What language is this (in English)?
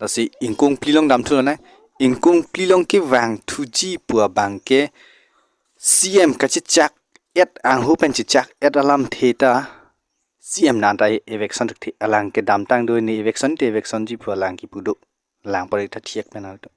Karbi